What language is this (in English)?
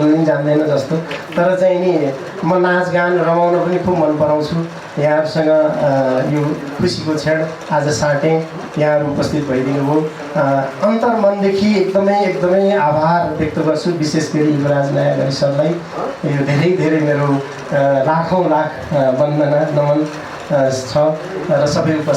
Nepali